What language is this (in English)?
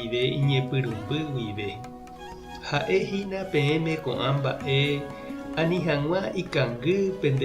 Guarani